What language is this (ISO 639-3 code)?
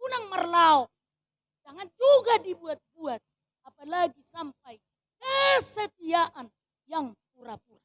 bbc